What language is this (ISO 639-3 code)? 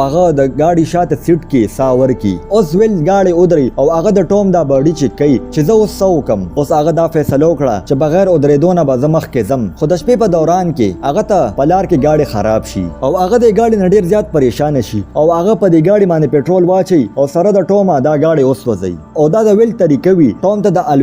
pus